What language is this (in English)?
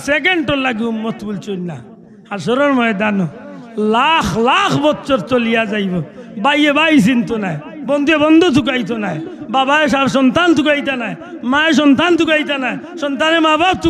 Sylheti